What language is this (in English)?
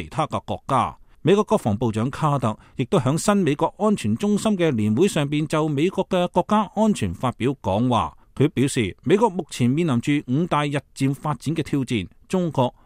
Cantonese